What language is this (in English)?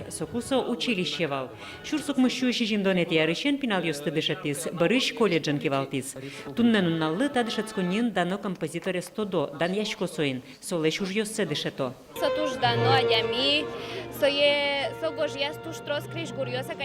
Udmurt